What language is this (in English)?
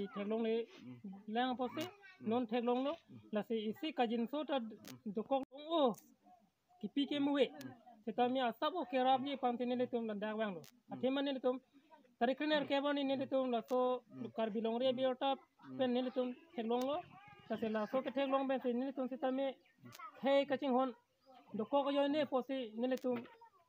Karbi